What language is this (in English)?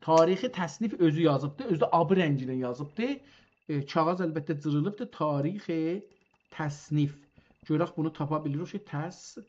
South Azerbaijani